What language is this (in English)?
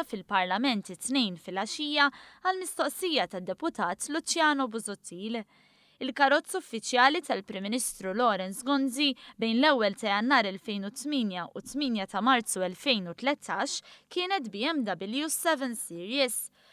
Maltese